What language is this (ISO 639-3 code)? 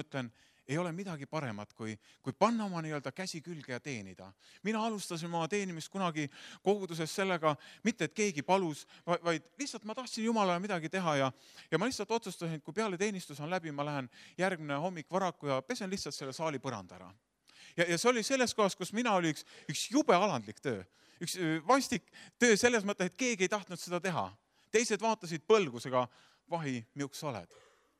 est